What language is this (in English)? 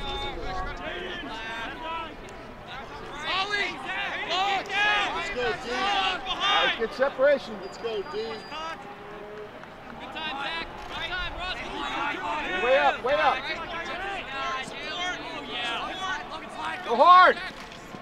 English